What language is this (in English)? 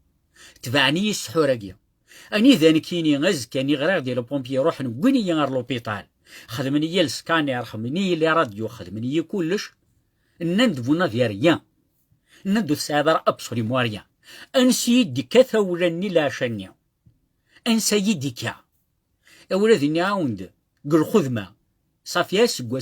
Kabyle